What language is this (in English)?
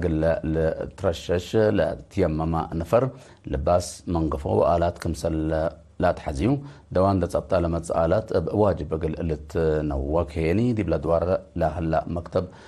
Tigre